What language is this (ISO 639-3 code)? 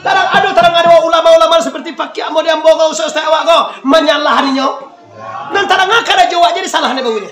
min